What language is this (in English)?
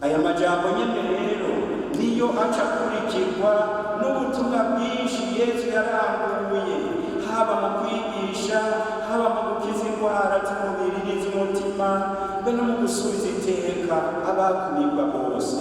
Rundi